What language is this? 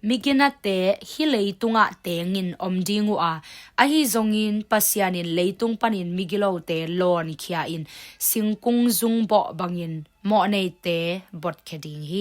Tedim Chin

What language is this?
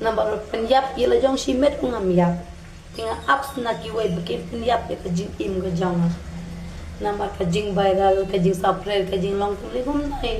Khasi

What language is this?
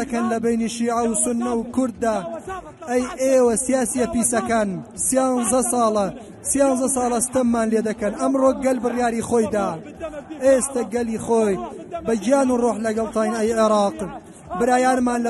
Central Kurdish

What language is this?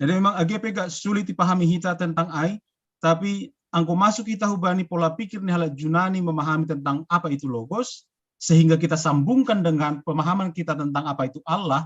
Batak Simalungun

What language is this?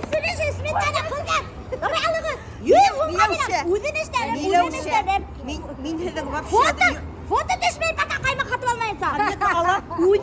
Bashkir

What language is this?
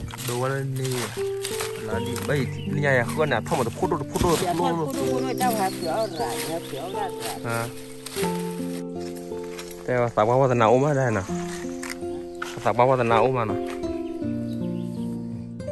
Malay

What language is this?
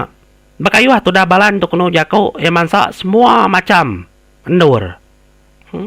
Iban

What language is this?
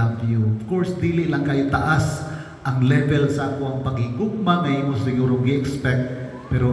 Cebuano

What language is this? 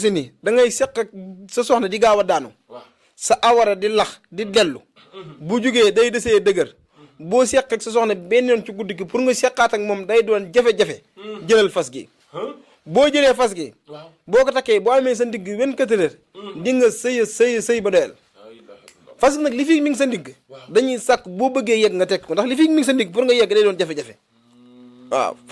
Wolof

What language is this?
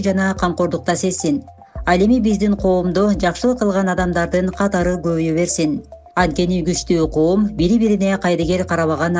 Kyrgyz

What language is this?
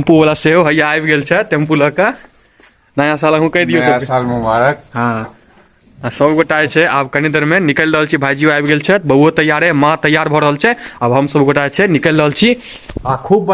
Maithili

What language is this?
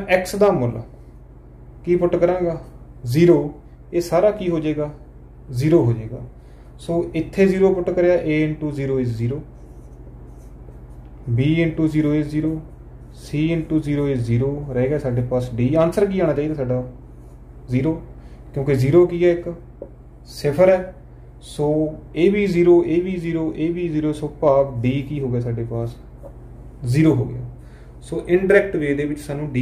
Punjabi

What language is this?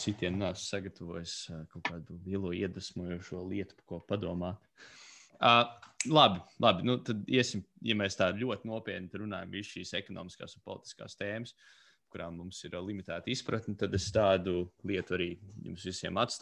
Latvian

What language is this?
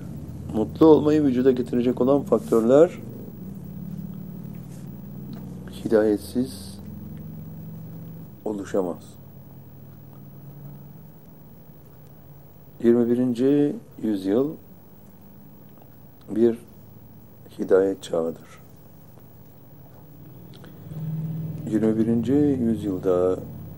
Turkish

